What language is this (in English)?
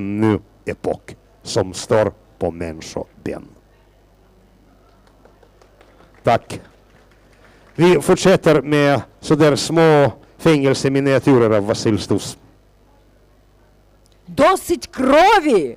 Swedish